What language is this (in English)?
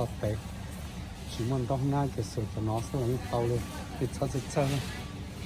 Hmong